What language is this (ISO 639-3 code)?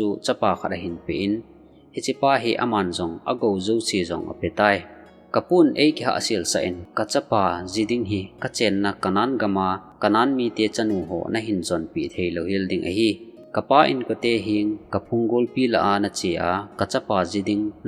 tcz